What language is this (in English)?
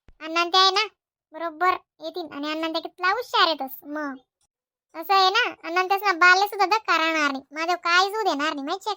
Khandesi